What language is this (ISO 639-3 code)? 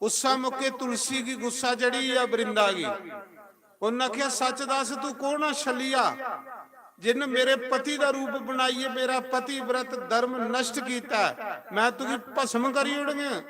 doi